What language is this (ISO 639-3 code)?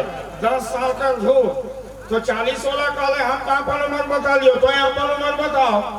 sck